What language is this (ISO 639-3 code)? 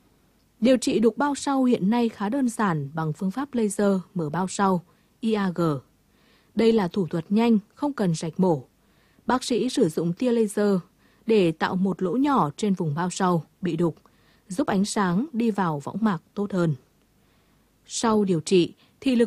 vie